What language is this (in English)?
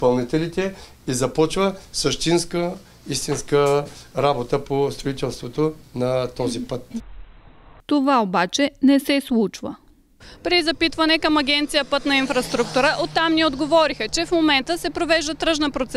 Bulgarian